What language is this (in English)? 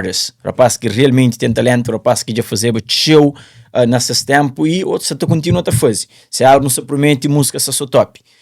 Kabuverdianu